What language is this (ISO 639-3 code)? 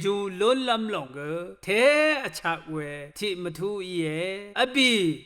raw